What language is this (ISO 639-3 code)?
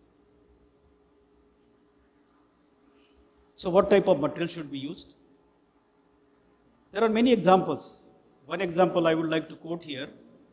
eng